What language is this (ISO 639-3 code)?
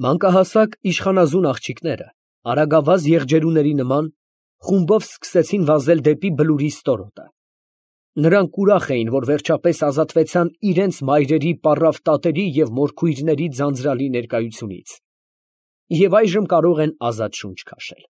hye